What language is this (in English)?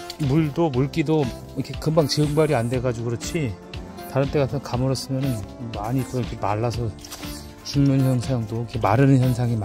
Korean